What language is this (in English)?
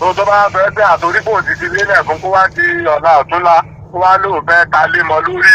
Yoruba